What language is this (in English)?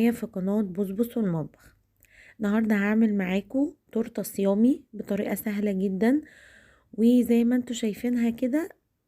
Egyptian Arabic